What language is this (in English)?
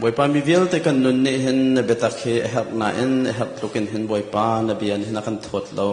Hakha Chin